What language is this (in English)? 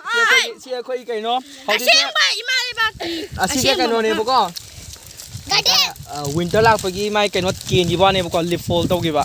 Manipuri